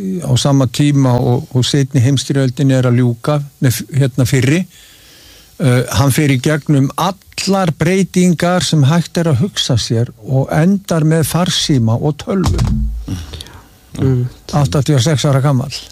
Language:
Icelandic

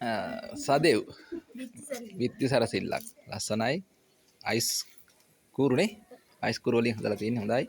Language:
Sinhala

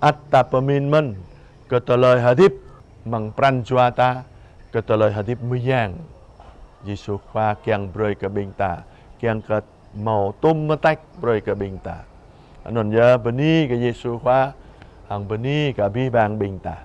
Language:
Jarai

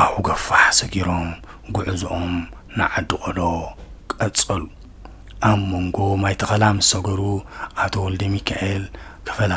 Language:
Tigrinya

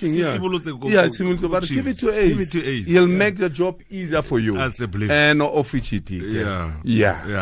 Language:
Tswana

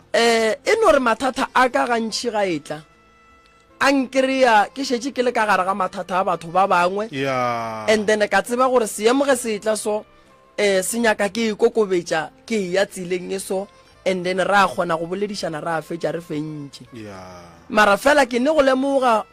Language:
Northern Sotho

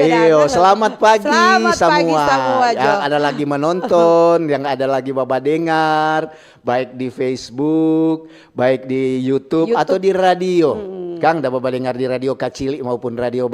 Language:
Manado Malay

